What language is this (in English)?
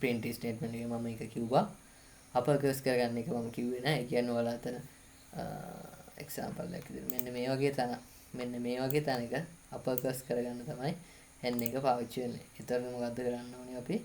Sinhala